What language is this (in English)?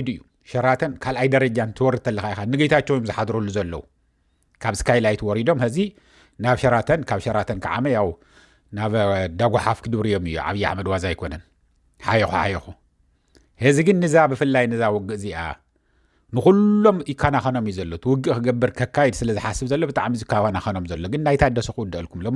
Tigrinya